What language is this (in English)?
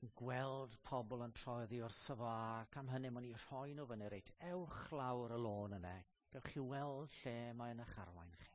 Welsh